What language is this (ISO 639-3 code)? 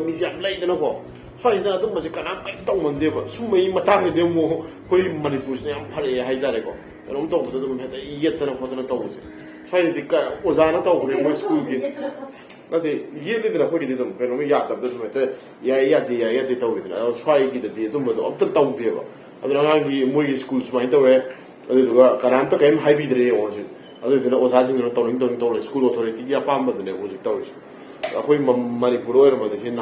mni